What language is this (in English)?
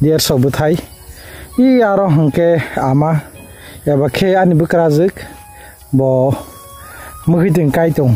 Kok Borok